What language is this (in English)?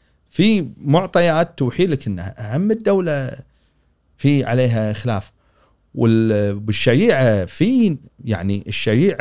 Gulf Arabic